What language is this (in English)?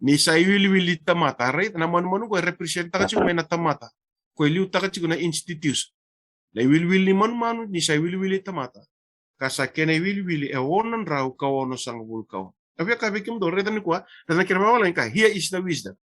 Fijian